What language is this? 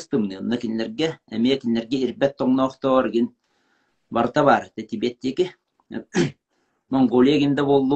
Yakut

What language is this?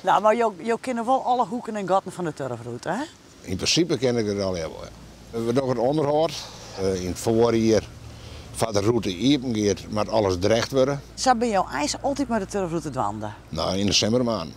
Western Frisian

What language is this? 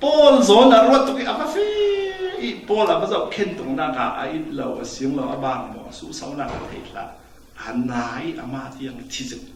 Falam Chin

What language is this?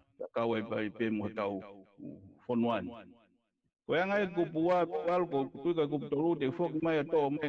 Tongan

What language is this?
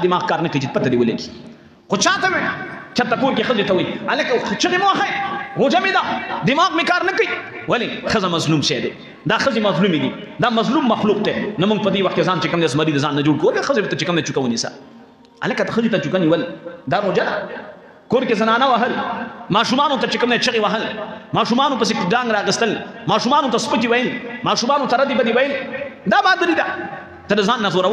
Pashto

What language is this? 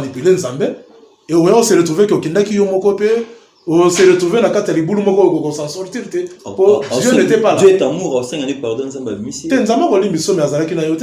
Lingala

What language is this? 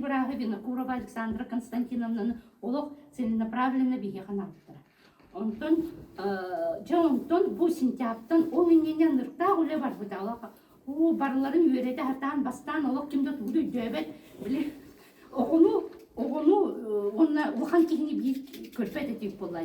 Yakut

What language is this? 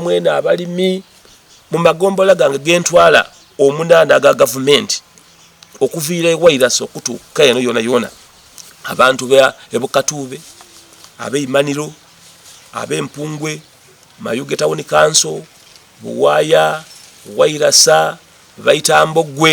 Soga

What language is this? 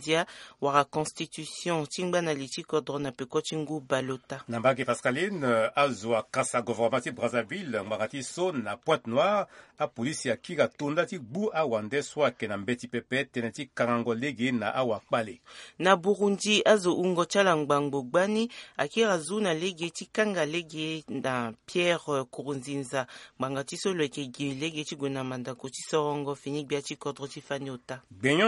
Sango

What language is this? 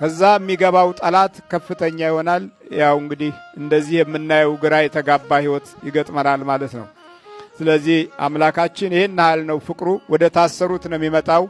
Amharic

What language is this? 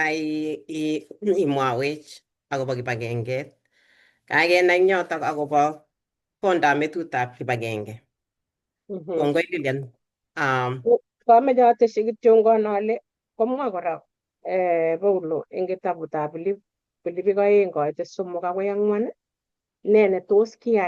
Kalenjin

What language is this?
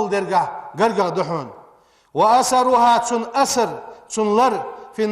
Ingush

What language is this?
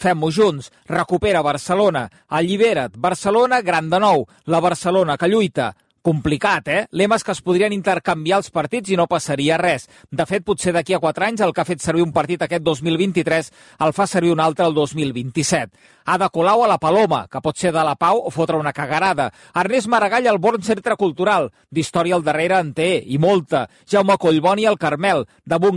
Catalan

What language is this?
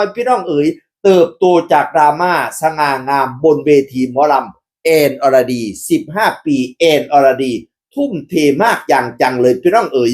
Northeastern Thai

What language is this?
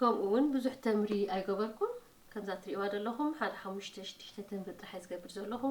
Tigrinya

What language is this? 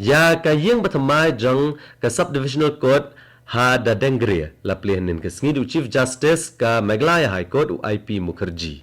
Khasi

